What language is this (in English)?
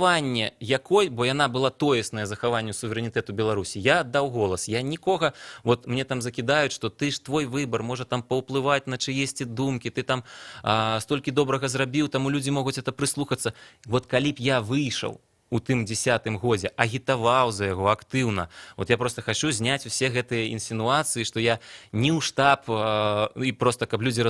Belarusian